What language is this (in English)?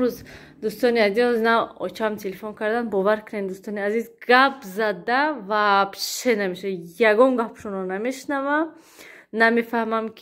Tajik